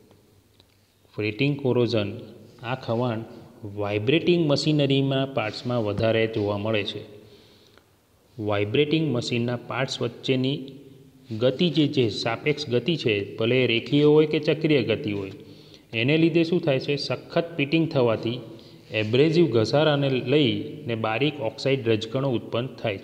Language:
Gujarati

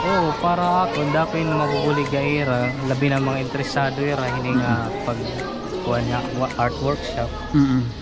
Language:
Waray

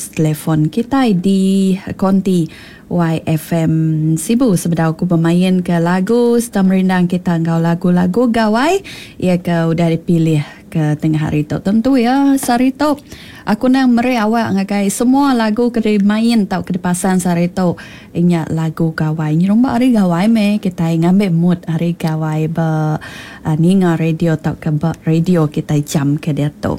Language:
Iban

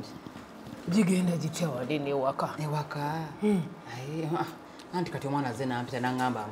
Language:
Ganda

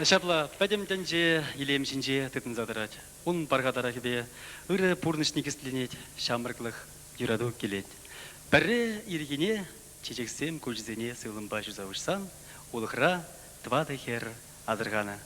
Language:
Chuvash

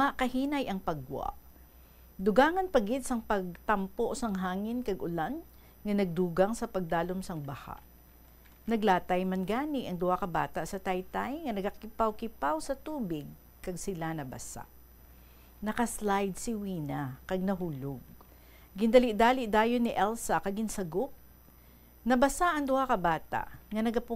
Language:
Hiligaynon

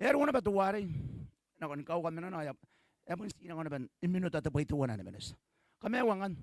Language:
Gilbertese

